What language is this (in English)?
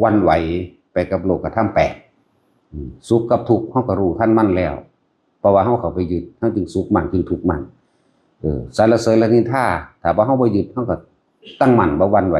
Northeastern Thai